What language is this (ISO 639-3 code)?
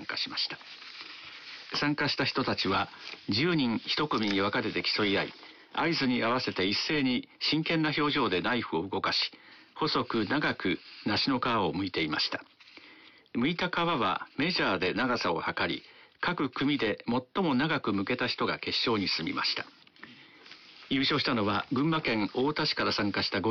jpn